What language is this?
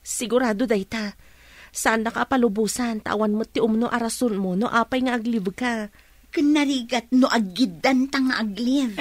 Iloko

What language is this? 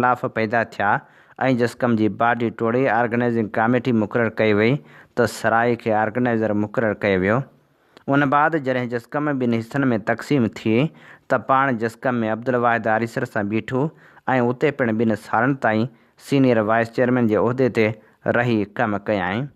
Sindhi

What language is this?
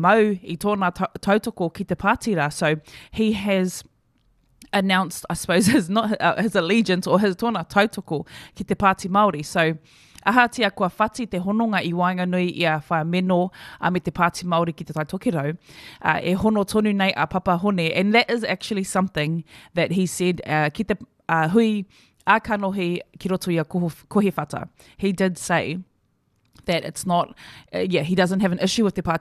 Māori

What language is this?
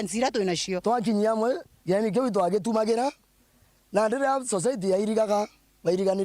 Meru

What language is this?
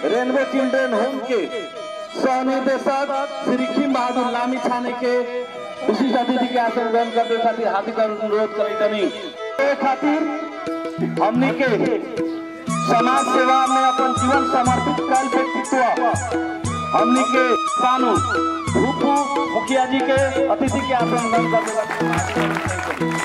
Bhojpuri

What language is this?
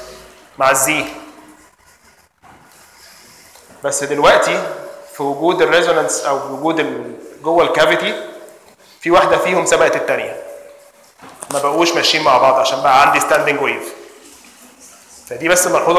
Egyptian Arabic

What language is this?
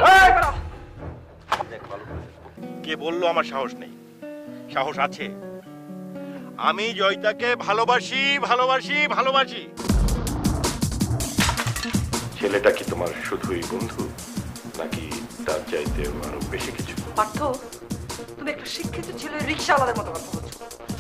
Bangla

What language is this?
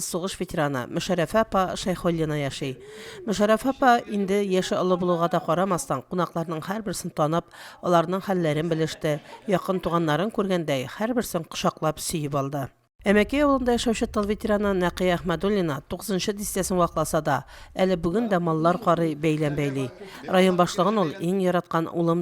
Tatar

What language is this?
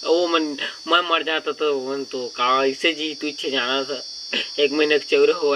Chhattisgarhi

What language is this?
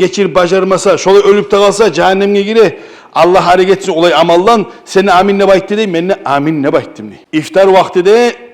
Kumyk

